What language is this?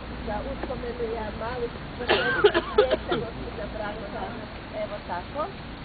Croatian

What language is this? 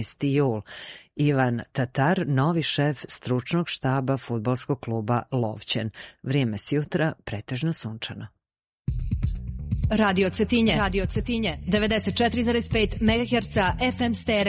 Serbian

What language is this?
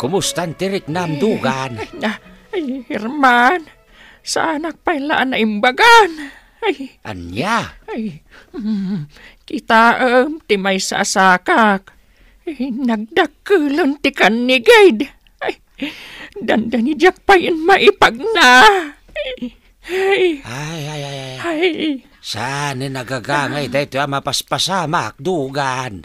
Iloko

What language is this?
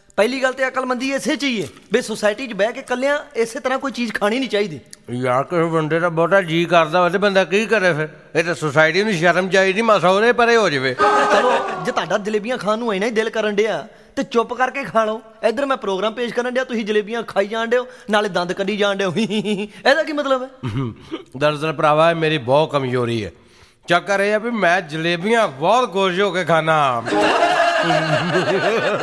Punjabi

